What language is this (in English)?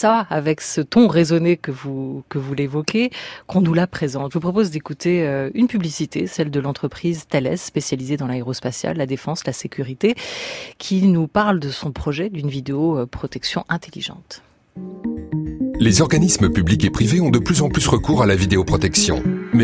French